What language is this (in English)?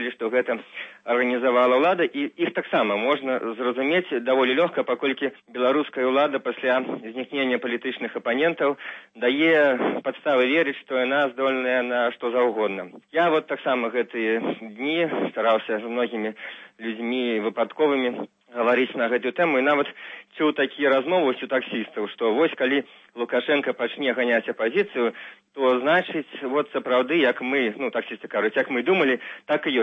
Belarusian